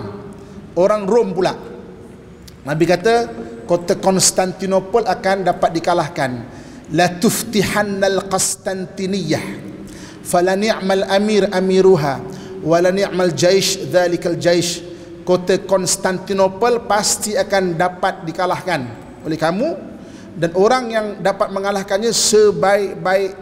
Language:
Malay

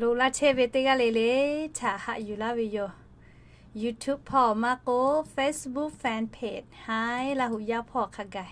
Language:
Lahu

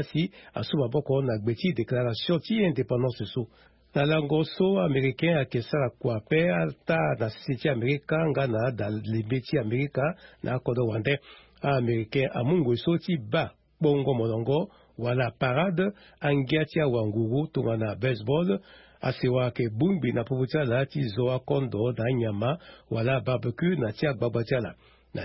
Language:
Sango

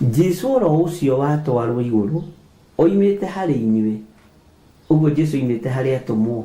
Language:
Kikuyu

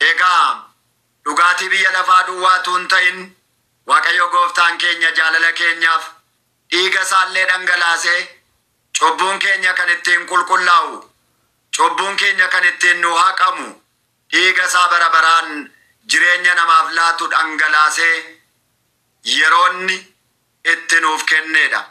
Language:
Oromo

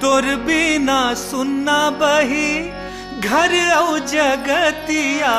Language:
Chhattisgarhi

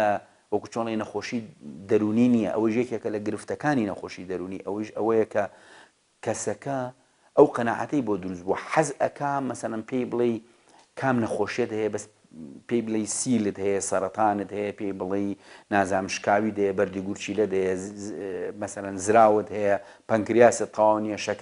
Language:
Central Kurdish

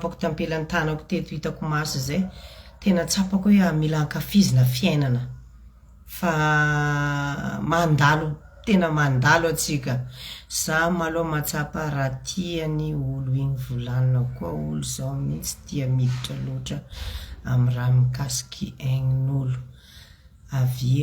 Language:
Malagasy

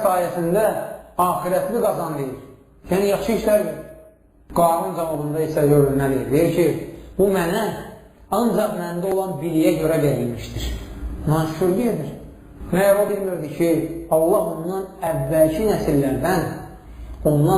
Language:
Azerbaijani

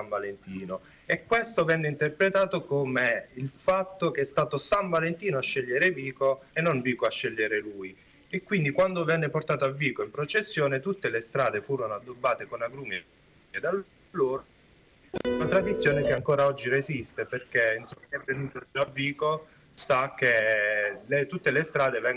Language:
Italian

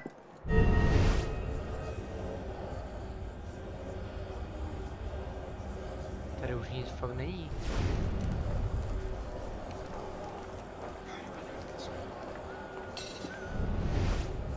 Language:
Czech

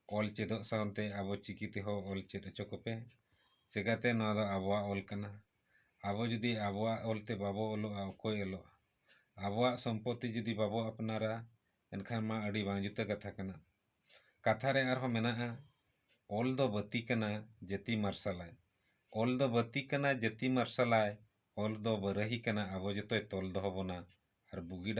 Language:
Santali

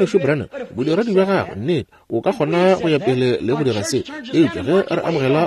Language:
Northern Sotho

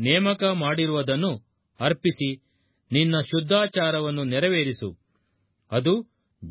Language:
Kannada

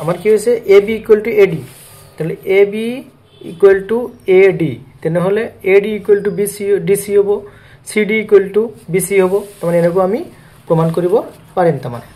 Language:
Assamese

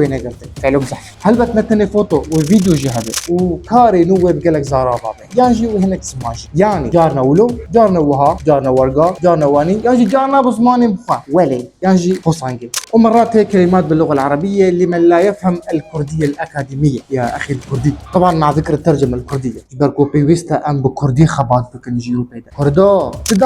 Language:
Kurdish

